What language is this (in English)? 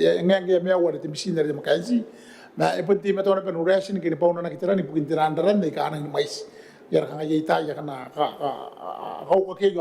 Gilbertese